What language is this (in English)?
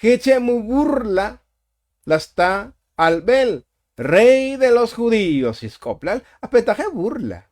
Tzotzil